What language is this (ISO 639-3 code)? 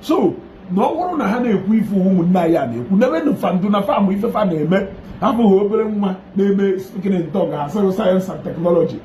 ibo